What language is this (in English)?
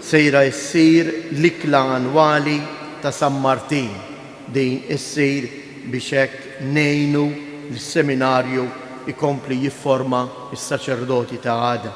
Maltese